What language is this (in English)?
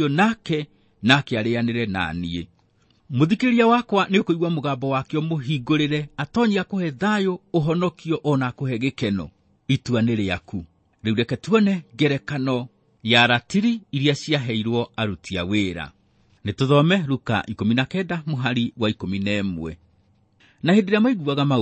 Kikuyu